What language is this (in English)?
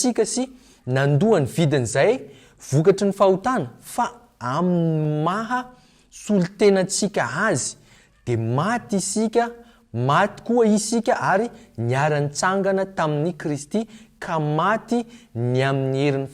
Malagasy